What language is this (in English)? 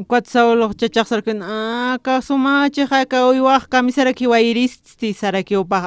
Aymara